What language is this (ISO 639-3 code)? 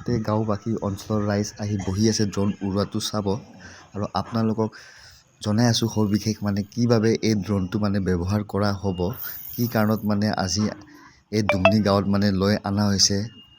asm